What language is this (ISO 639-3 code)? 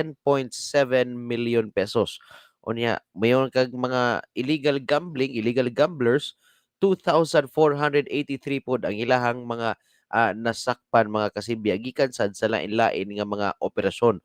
ceb